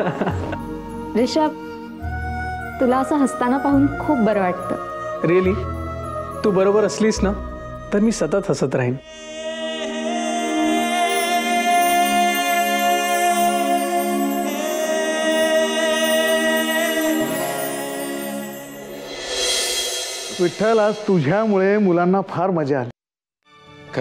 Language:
Marathi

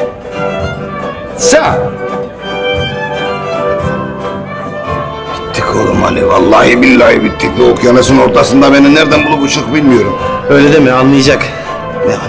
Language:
Turkish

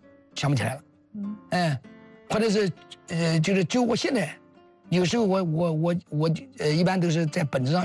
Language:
Chinese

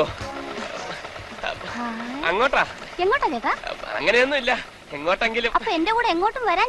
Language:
Malayalam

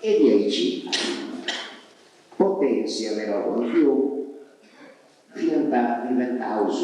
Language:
Sardinian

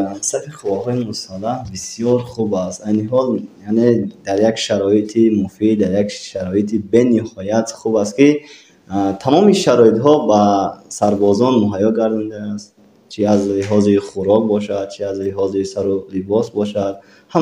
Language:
Tajik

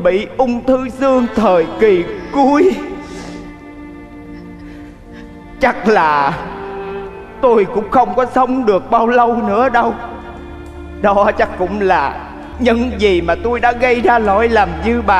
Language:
Vietnamese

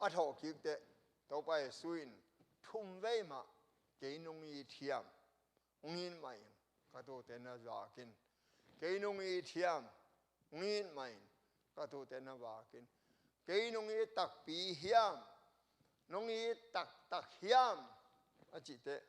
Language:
Tedim Chin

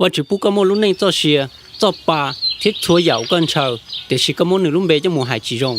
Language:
Hmong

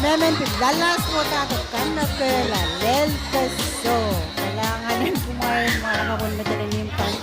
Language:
Pohnpeian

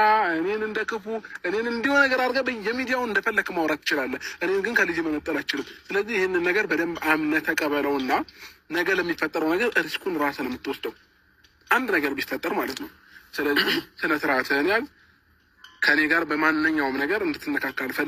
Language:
Amharic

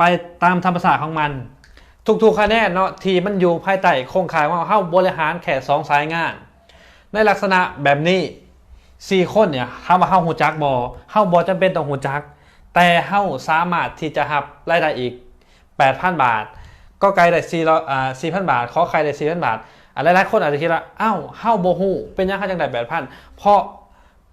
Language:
Lao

